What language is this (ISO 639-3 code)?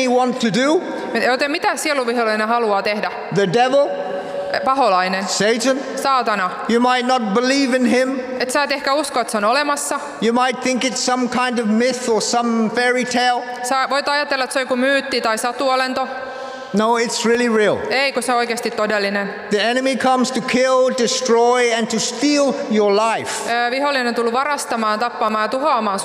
fin